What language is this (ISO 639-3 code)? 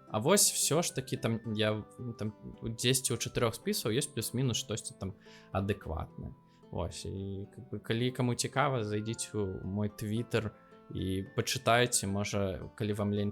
bel